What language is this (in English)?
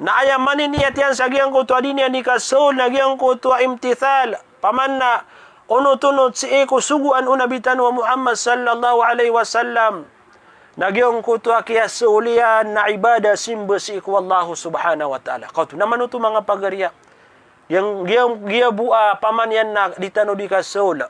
Maranao